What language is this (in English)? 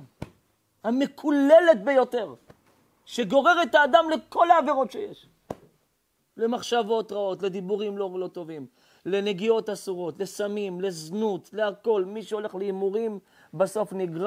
Hebrew